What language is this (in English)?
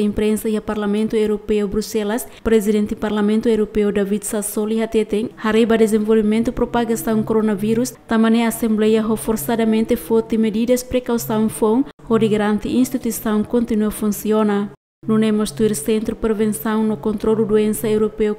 Tetum